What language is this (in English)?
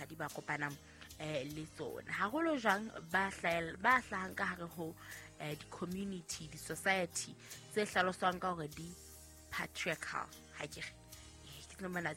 Southern Sotho